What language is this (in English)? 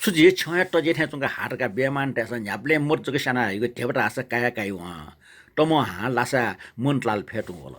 Newari